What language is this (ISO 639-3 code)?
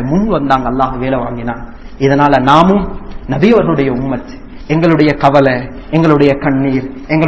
tam